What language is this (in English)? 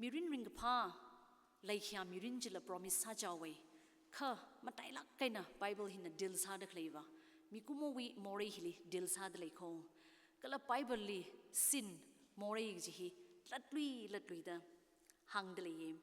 Tangkhul Naga (India)